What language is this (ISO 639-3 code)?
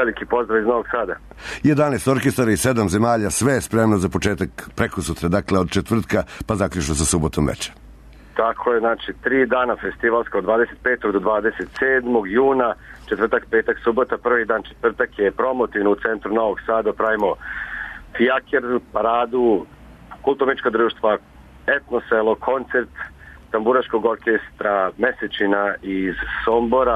srp